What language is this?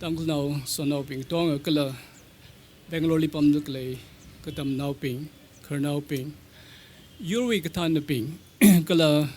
Tangkhul Naga (India)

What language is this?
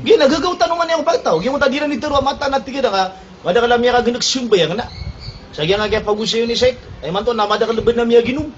Maranao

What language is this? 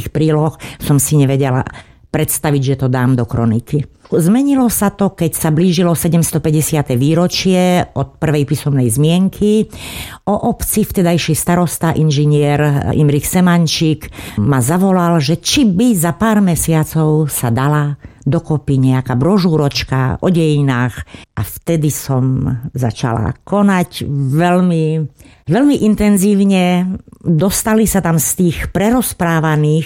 Slovak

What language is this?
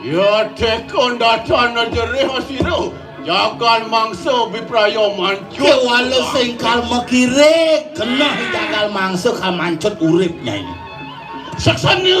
Balinese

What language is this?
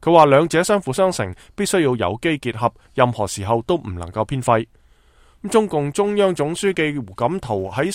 Cantonese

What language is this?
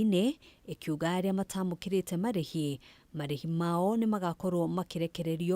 Kikuyu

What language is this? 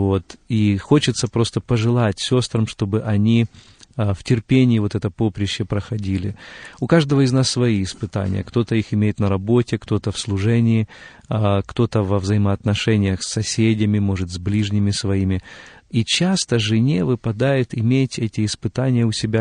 Russian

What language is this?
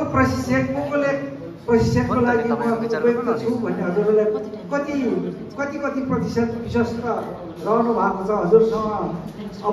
Nepali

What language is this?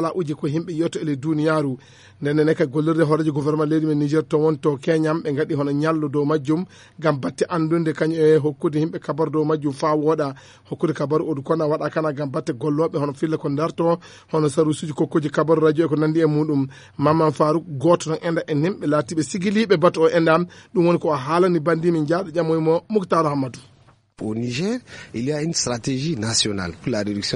Fula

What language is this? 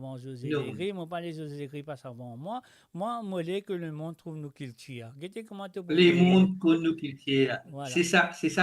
Morisyen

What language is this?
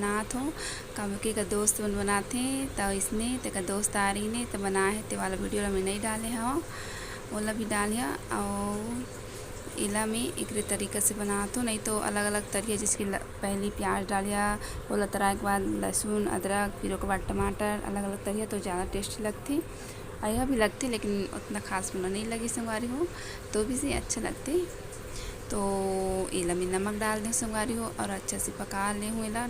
Chhattisgarhi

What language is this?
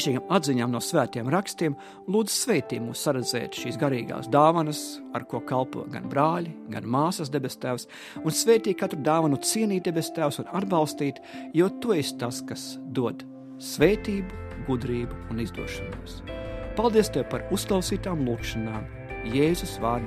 Latvian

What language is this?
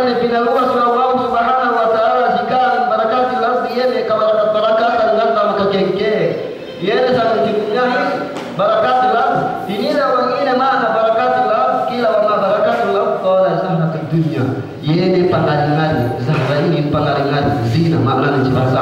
Yakan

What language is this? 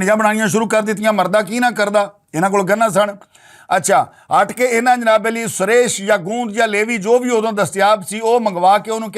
Western Panjabi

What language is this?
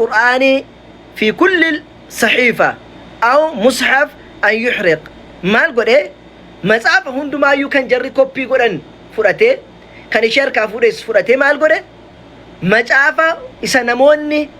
Oromo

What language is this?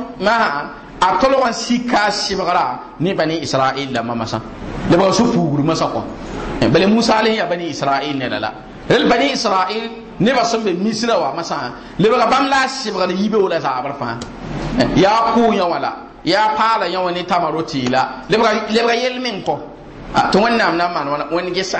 Mossi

